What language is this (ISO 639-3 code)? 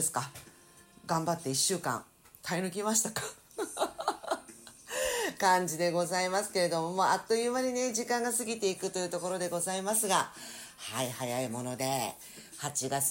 jpn